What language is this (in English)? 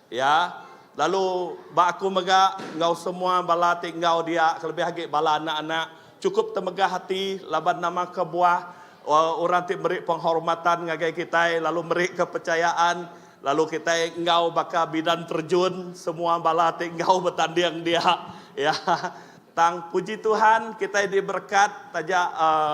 Iban